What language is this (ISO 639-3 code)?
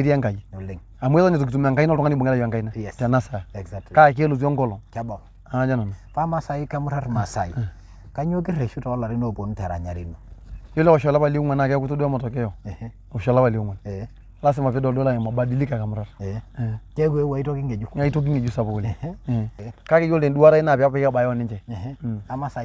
mas